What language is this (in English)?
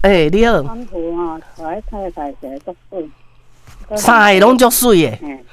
Min Nan Chinese